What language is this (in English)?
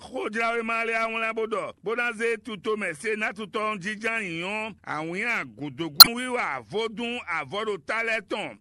Fon